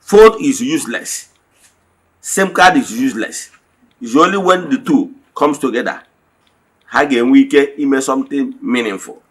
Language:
Igbo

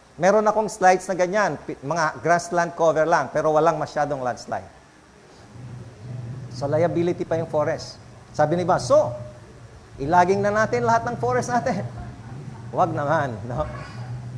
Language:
Filipino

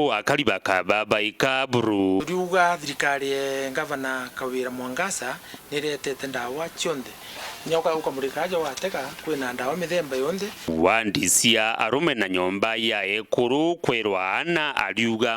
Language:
Meru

